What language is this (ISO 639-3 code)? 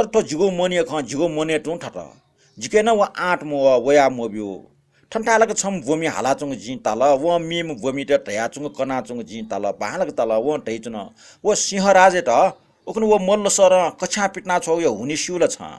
new